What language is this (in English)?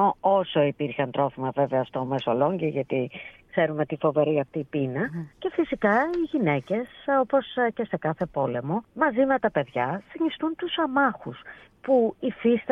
Greek